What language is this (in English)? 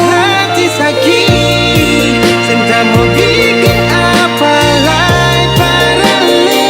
Ambonese Malay